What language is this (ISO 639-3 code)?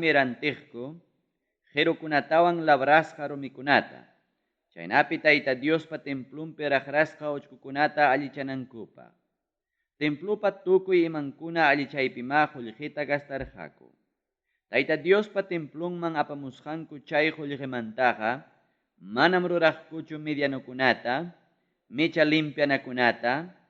quy